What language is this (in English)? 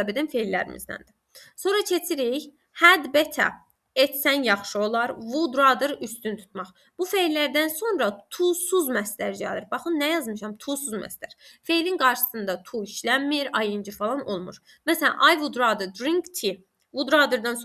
Azerbaijani